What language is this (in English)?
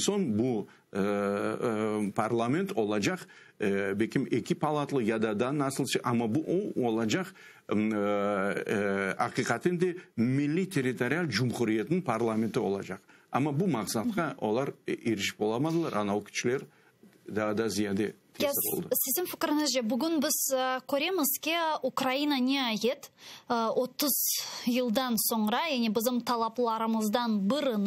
Crimean Tatar